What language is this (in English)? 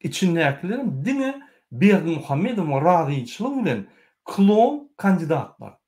Turkmen